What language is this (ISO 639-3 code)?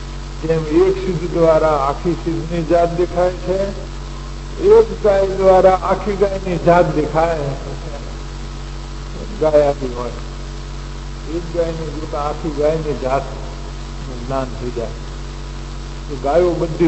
guj